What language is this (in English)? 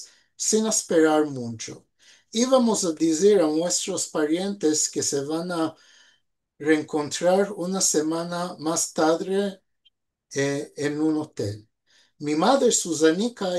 Ladino